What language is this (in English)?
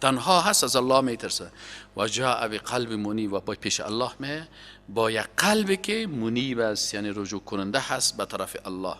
Persian